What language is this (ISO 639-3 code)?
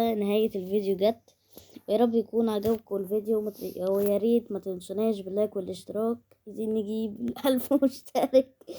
arz